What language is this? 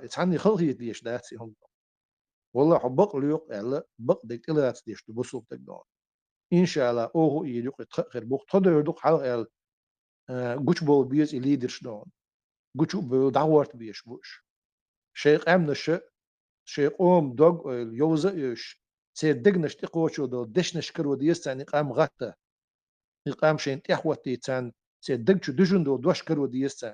Chechen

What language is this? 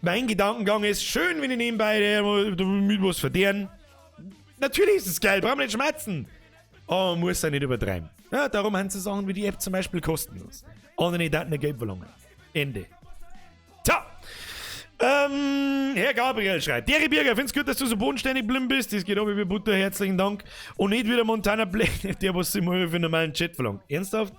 Bavarian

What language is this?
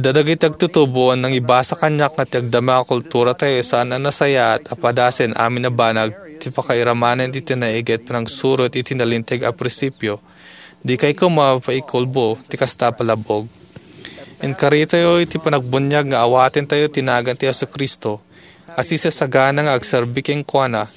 Iloko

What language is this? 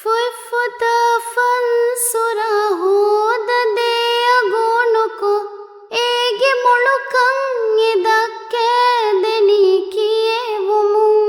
Divehi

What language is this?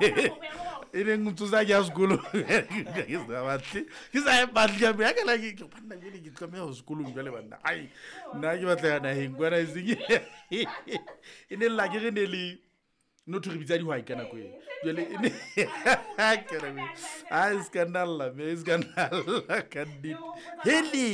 Southern Sotho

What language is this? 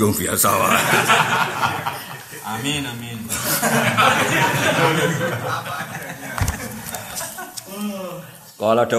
Javanese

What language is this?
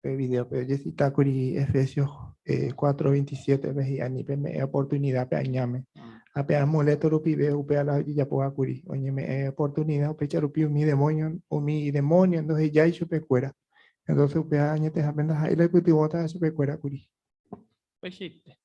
Guarani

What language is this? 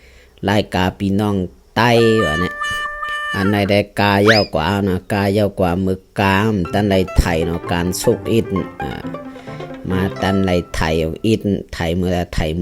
Shan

